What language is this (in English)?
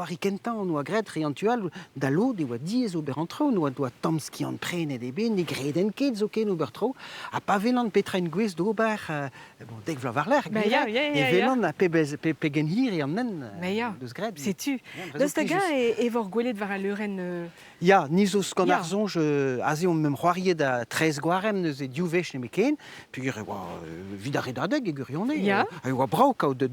Breton